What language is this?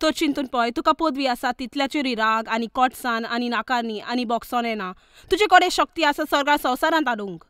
Konkani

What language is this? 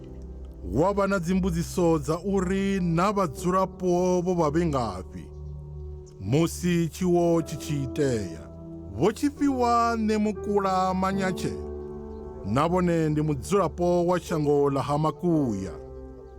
Venda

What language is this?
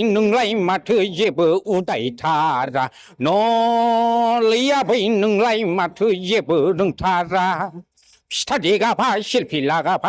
Bodo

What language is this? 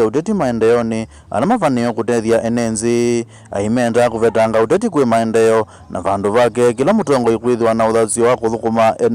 Kamba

